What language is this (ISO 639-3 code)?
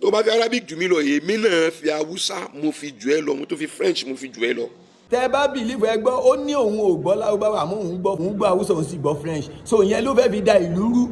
yor